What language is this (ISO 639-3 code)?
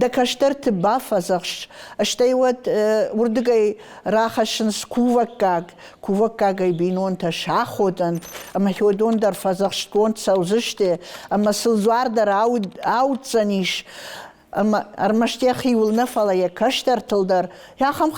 oss